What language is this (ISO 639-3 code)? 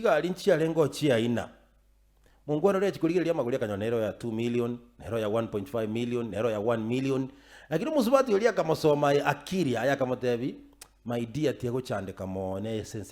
guz